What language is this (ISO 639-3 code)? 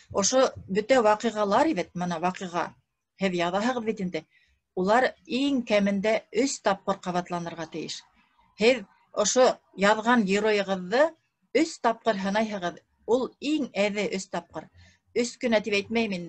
bak